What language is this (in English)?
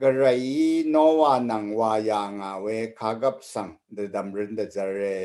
Rawang